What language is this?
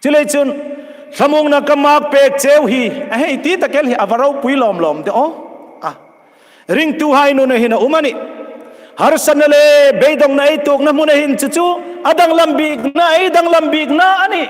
Hmar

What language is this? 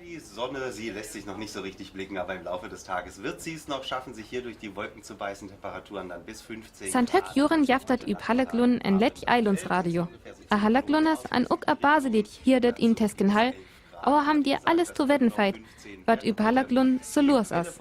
Northern Frisian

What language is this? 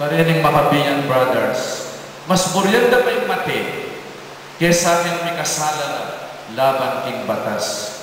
Pampanga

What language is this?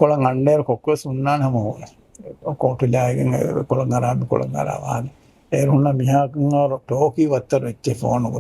Divehi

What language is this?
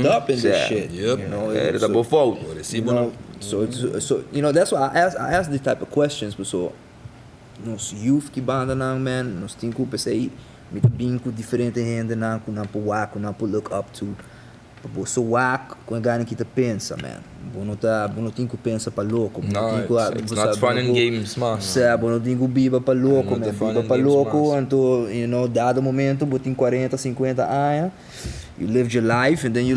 Papiamento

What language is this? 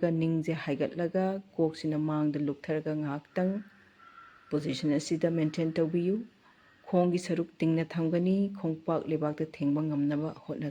Manipuri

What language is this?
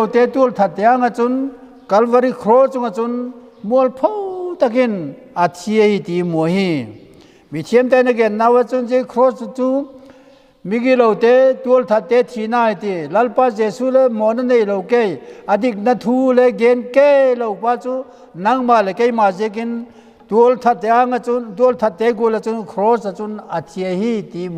Vaiphei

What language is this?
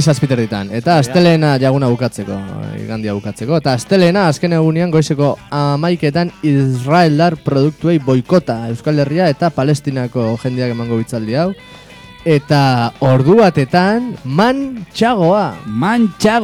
Basque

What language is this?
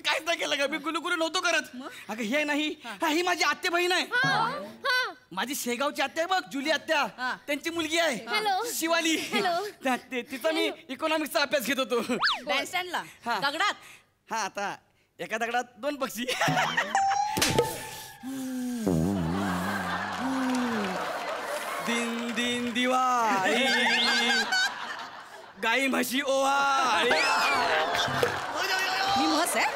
Marathi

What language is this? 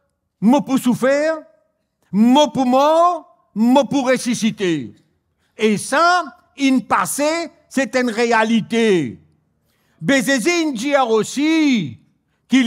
Morisyen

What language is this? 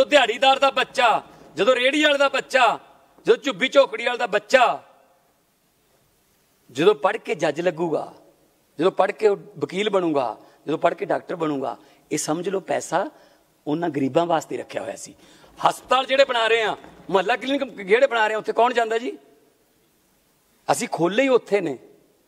Punjabi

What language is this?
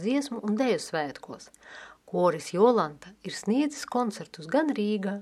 Latvian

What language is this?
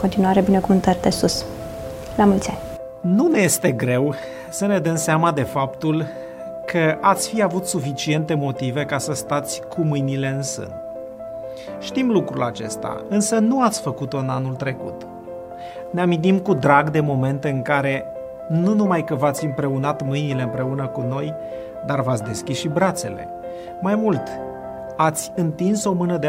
Romanian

